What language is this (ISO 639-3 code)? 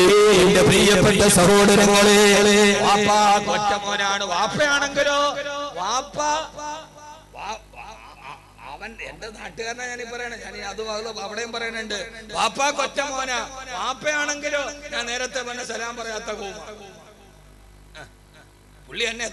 mal